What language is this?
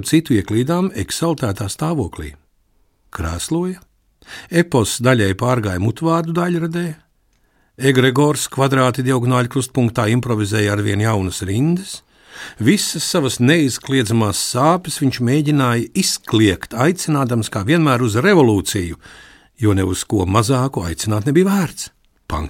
Latvian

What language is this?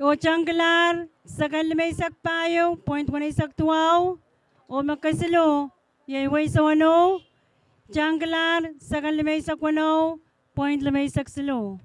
Pohnpeian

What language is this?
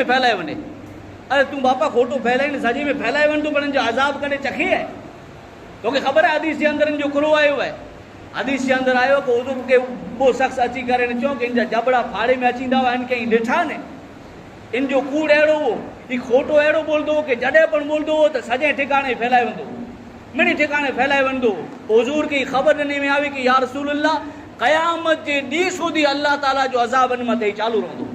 Kachhi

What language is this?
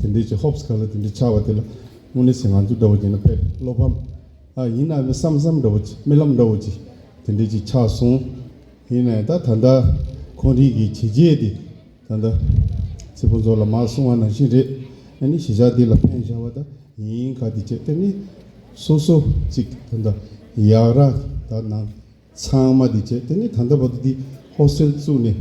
Tibetan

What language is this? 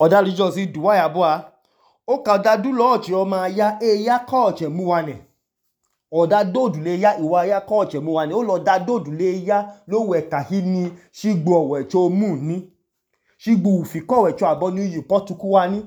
Idoma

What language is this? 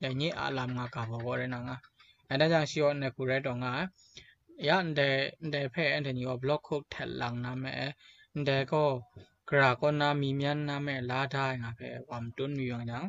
Kachin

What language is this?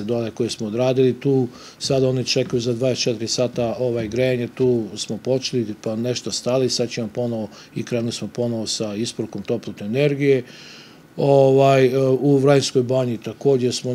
Serbian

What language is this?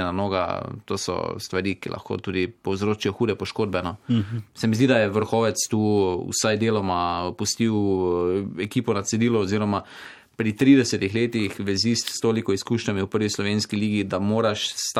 Slovenian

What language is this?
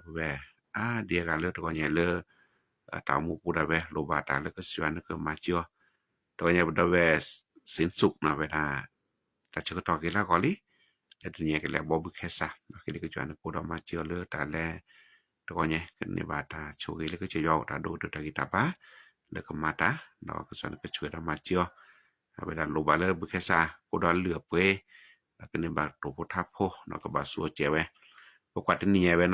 S'gaw Karen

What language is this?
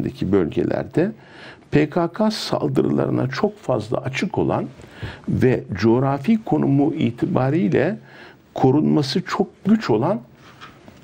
Turkish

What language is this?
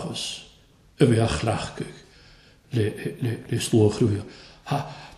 Welsh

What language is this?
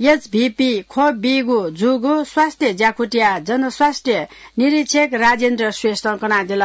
Newari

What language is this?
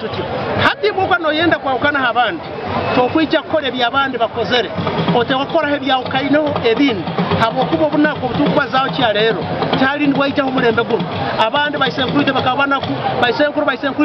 Nyankole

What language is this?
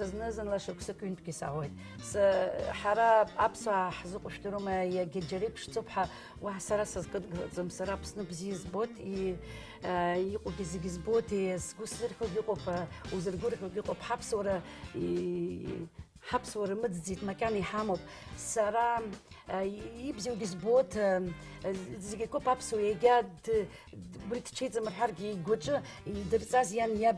Abkhazian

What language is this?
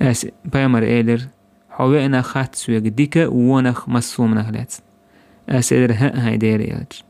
Chechen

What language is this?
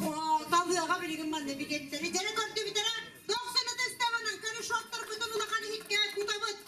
Yakut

